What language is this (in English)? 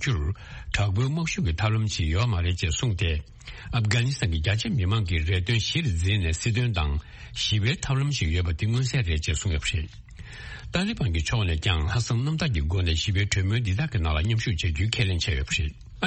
Tibetan